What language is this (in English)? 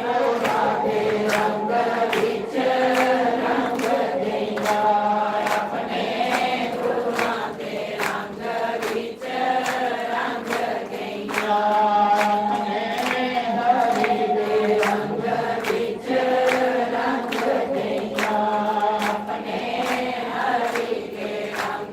Dogri